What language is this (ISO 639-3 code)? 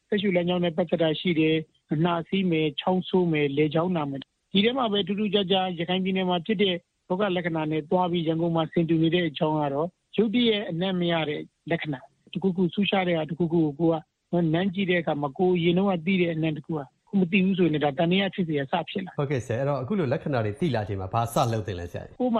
mya